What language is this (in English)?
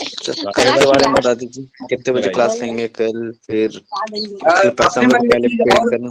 Sadri